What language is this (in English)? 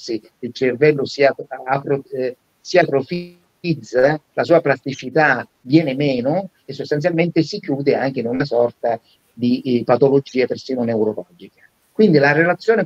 Italian